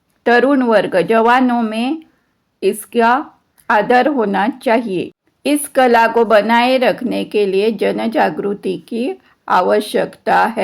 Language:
Konkani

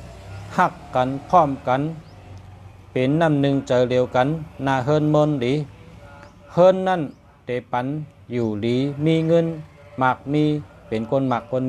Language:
Shan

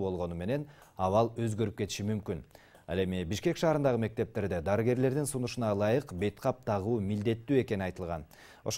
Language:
Kyrgyz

